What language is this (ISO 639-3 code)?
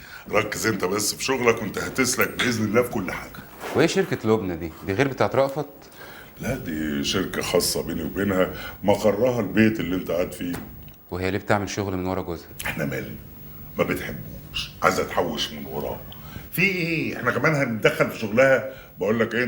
arz